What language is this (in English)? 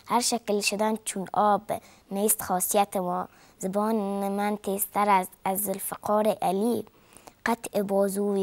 Persian